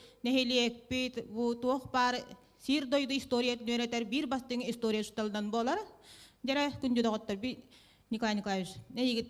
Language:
Yakut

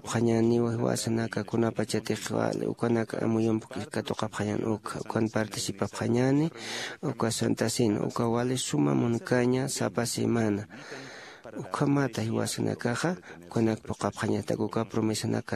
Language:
Aymara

